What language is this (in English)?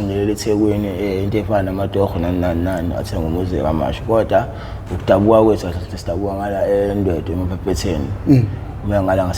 Zulu